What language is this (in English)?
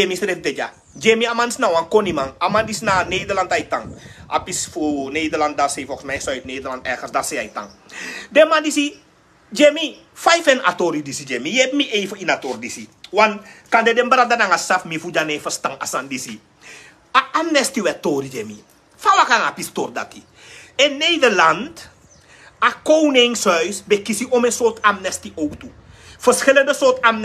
Sranan Tongo